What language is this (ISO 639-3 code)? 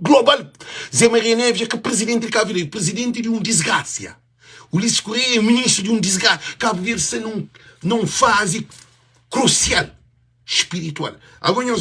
kea